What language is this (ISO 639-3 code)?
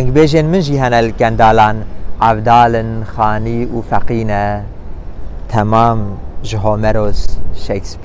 kur